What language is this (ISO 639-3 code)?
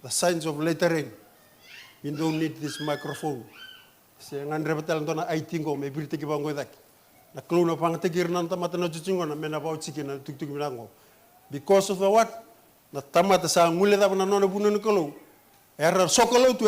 fij